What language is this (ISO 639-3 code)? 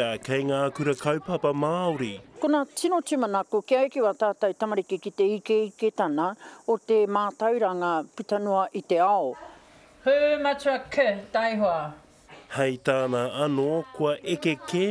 mri